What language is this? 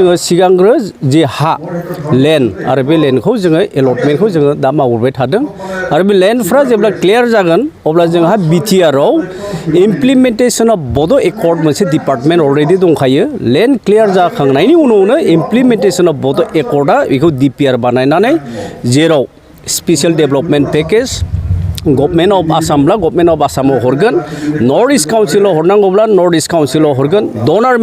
Bodo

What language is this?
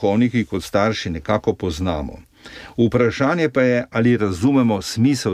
Slovenian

